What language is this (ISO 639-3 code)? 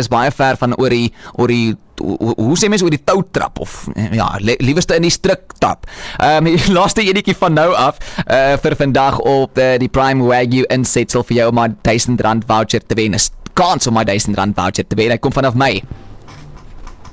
afr